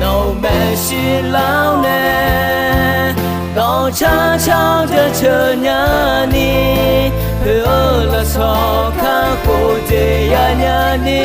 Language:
Akha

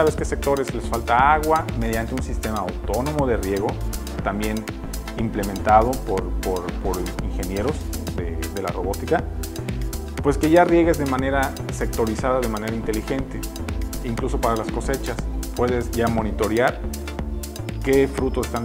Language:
Spanish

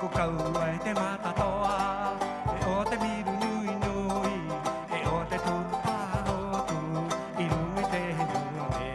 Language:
Rapanui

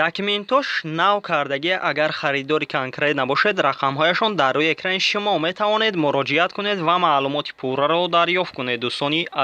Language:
Tajik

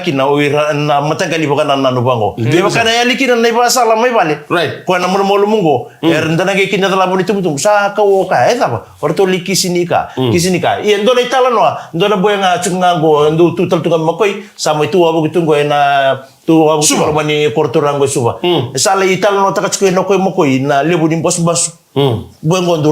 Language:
Fijian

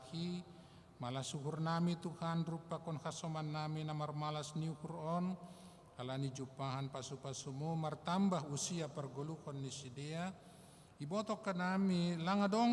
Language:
Batak Simalungun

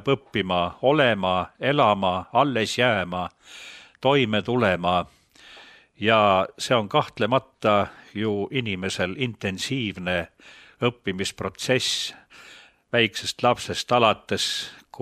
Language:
Estonian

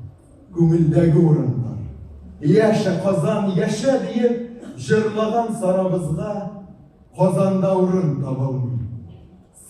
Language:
Tatar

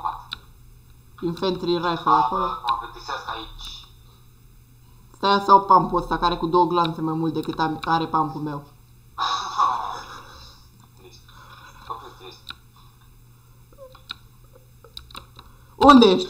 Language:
Romanian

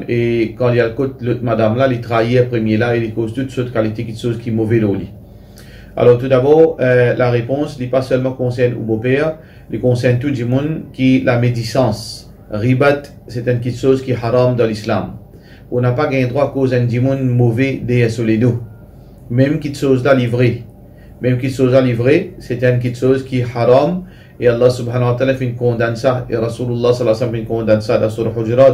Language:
Morisyen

